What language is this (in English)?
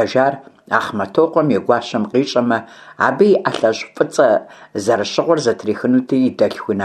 Kabardian